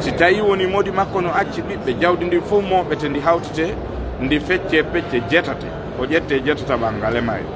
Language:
Fula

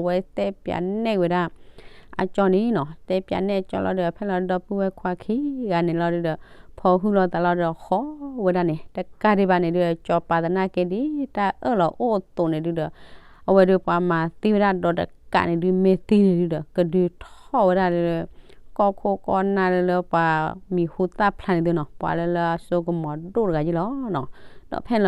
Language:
S'gaw Karen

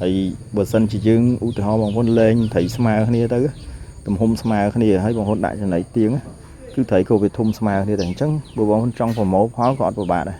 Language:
Khmer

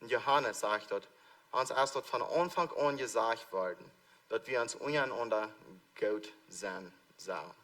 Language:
Plautdietsch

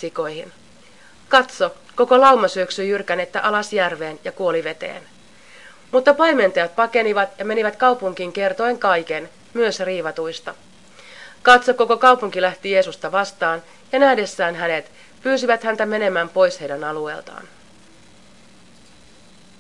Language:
Finnish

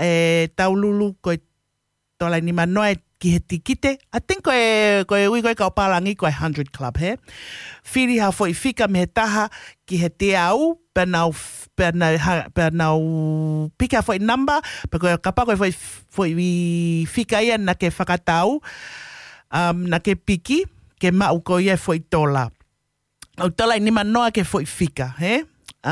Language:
Tongan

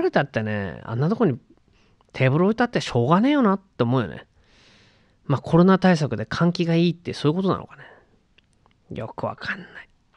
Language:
Japanese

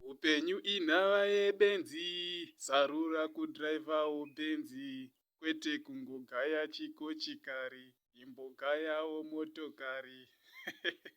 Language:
Shona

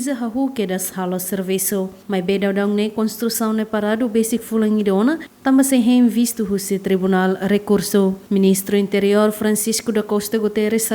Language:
Tetum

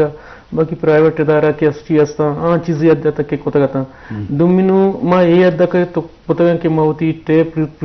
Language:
Eastern Balochi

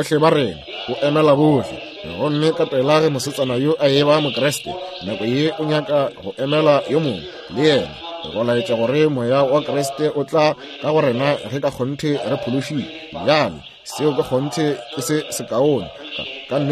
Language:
Northern Sotho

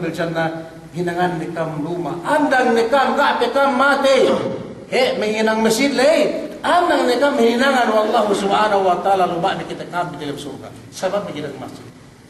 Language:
Yakan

